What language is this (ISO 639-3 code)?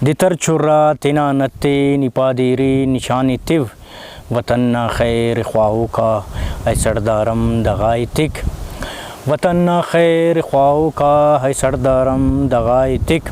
brh